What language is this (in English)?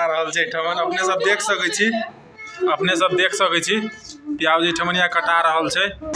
Maithili